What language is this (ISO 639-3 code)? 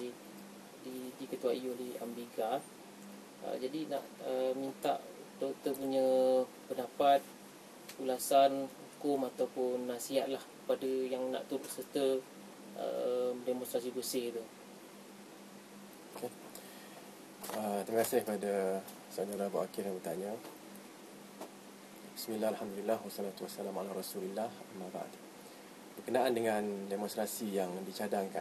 msa